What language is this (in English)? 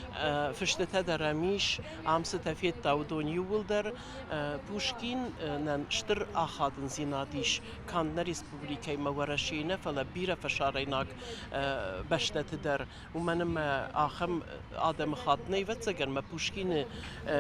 Ossetic